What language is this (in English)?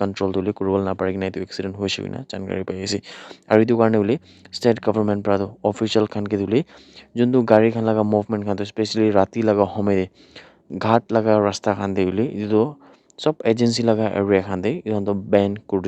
Naga Pidgin